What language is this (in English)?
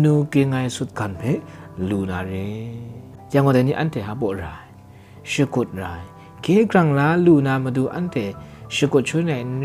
Kachin